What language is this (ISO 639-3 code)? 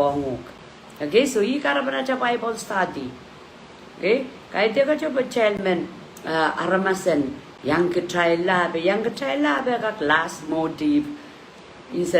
pon